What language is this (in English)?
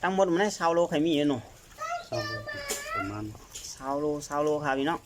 Shan